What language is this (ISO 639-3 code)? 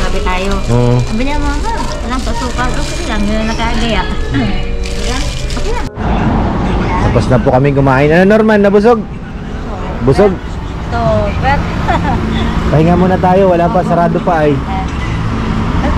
fil